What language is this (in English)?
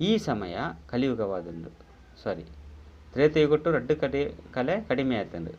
Tulu